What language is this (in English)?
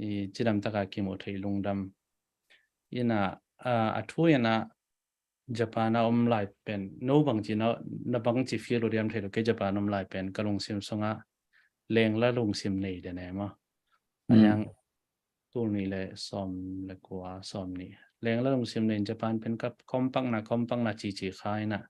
Tedim Chin